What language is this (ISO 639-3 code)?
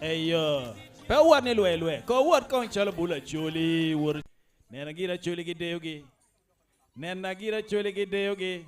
ach